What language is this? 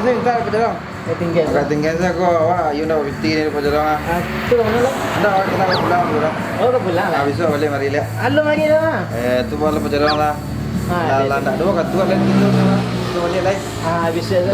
Minangkabau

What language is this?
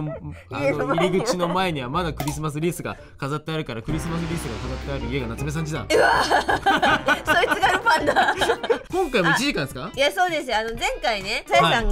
Japanese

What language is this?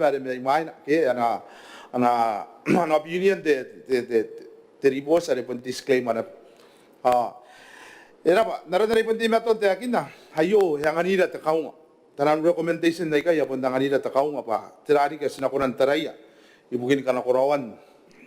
Gilbertese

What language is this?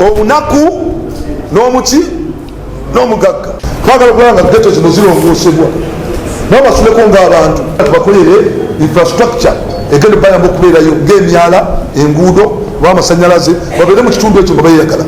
Ganda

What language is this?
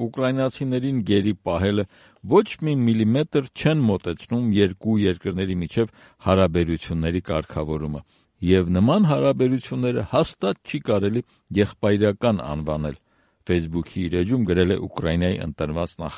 Armenian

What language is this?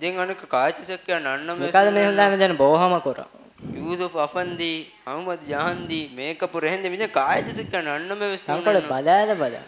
Divehi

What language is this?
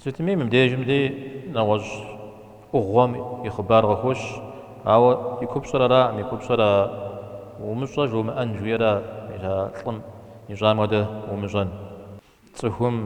Kabardian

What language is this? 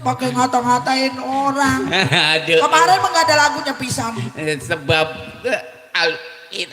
Betawi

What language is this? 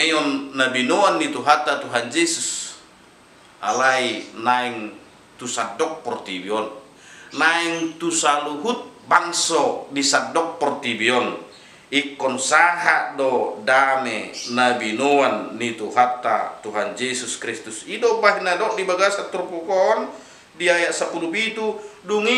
Batak Toba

